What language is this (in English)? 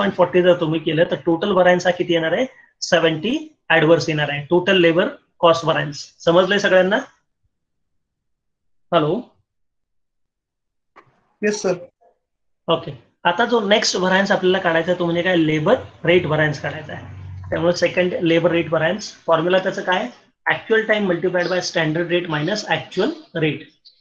Marathi